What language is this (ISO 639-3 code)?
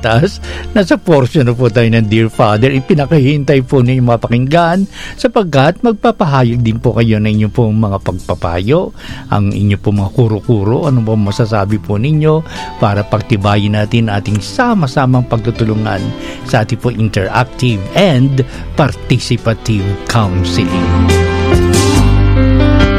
fil